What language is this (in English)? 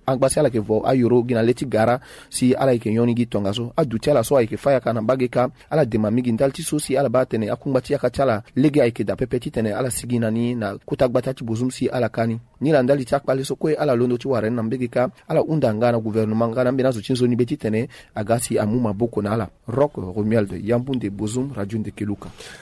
Sango